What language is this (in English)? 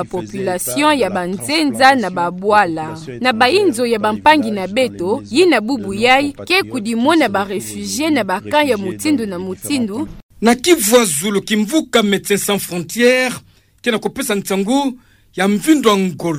Kituba (Democratic Republic of Congo)